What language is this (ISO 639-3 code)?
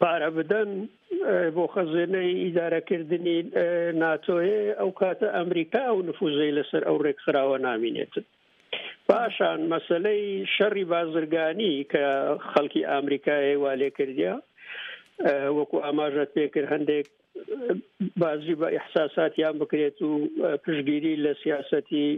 ckb